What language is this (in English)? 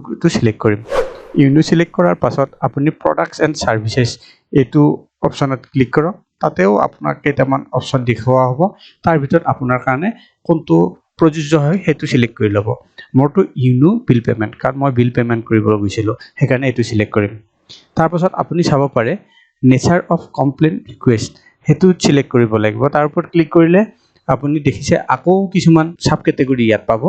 Assamese